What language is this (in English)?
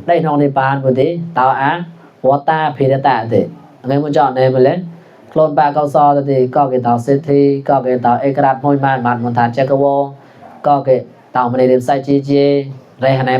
Mon